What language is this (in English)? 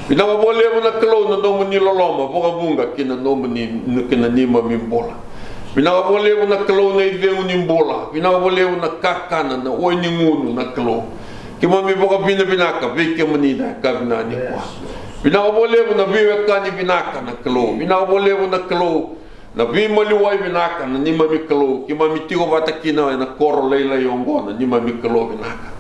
Fijian